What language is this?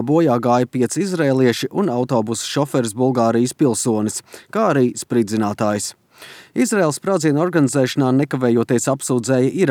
Latvian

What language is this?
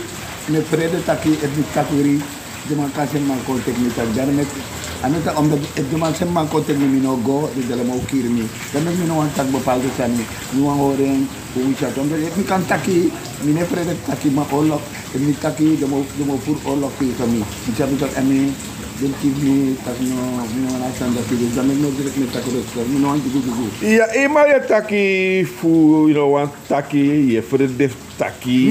Sranan Tongo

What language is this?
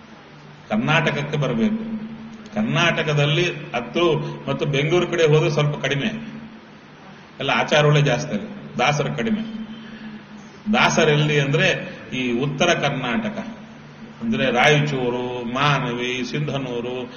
Kannada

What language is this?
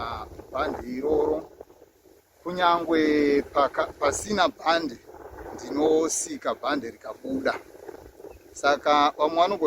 Shona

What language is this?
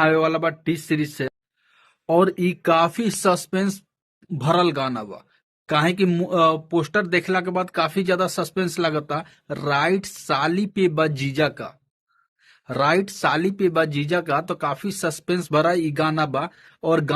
Bhojpuri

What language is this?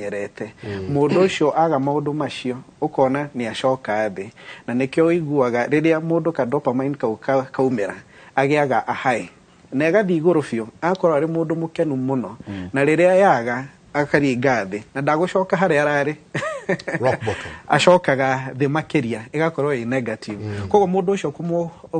Kikuyu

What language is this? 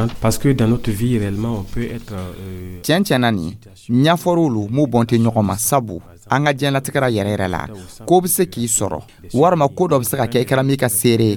Dyula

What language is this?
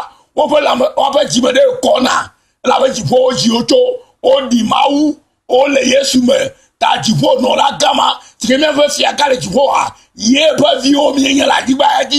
Ewe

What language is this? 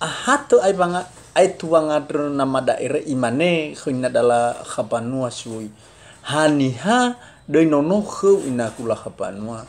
Nias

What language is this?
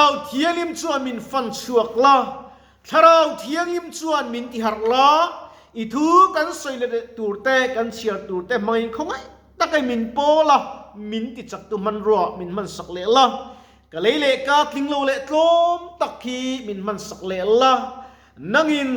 Mizo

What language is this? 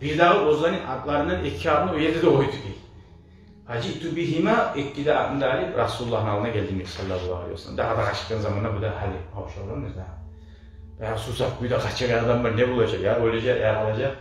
Kumyk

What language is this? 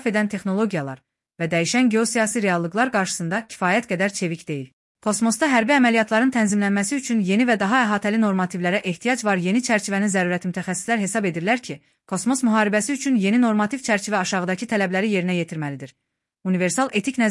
Azerbaijani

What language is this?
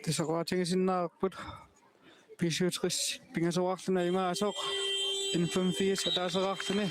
Kalaallisut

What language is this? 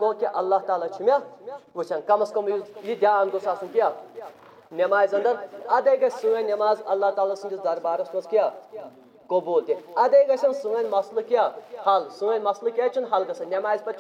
Kashmiri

